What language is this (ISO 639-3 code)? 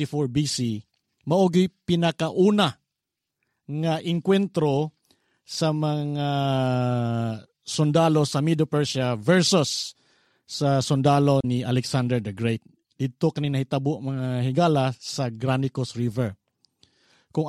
ceb